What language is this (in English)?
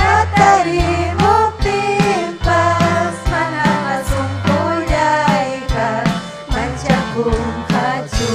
Ayacucho Quechua